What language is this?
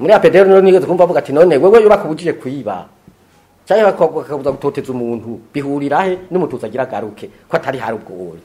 Rundi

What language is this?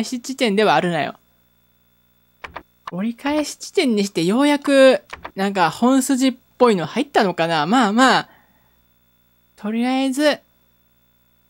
Japanese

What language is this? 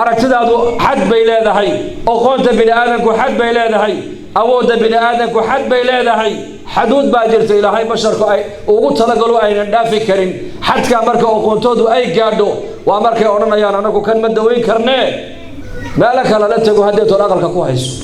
Somali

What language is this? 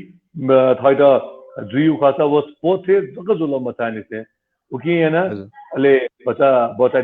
Newari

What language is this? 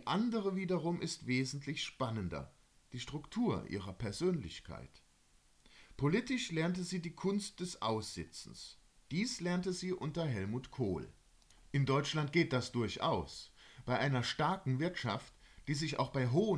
German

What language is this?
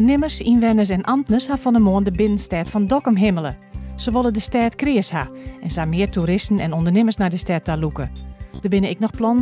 Western Frisian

